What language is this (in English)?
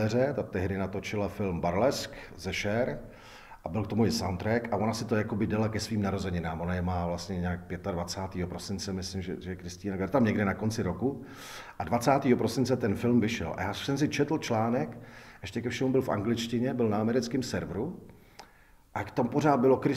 Czech